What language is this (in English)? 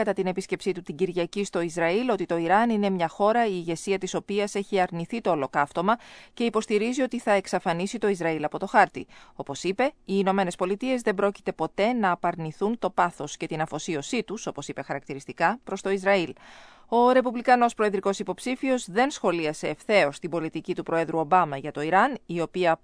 Greek